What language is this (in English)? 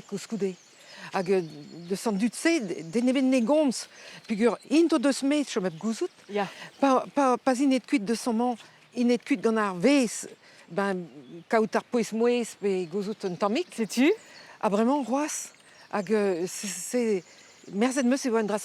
Breton